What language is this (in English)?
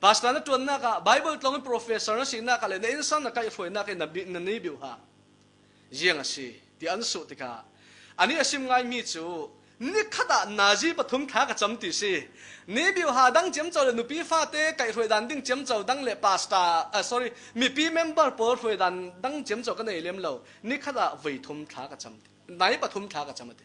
Falam Chin